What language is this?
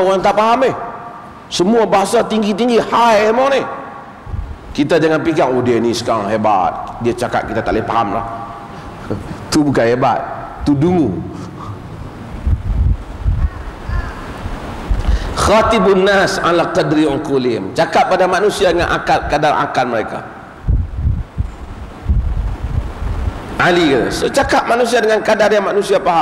Malay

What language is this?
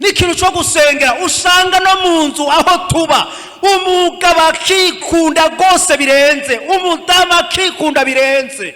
Rundi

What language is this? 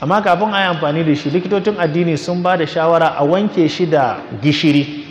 Hausa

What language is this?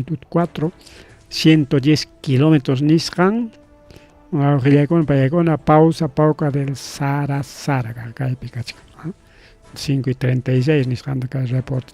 Ayacucho Quechua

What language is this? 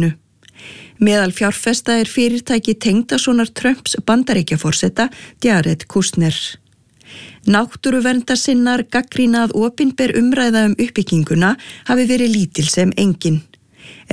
Icelandic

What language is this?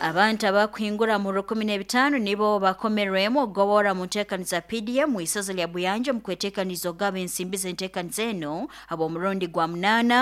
Nyoro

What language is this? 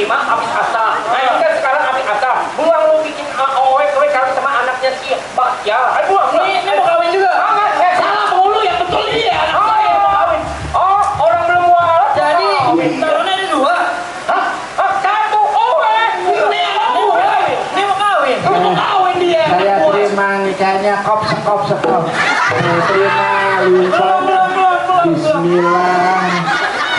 Betawi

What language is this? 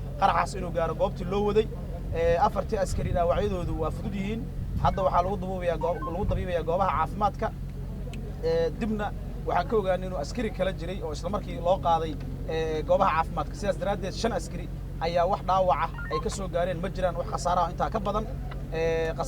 Somali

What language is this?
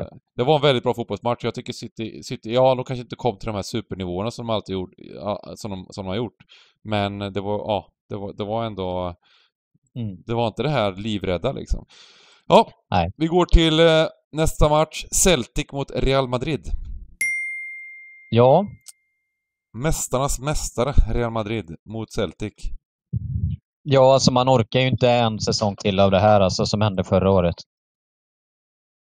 Swedish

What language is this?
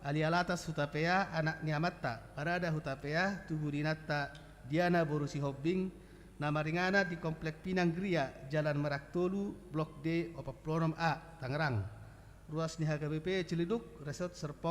Batak Toba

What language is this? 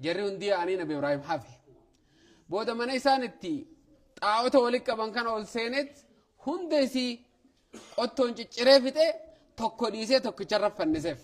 Oromo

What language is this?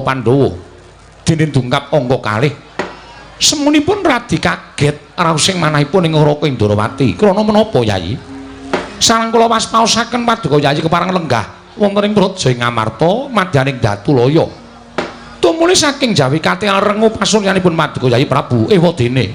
Javanese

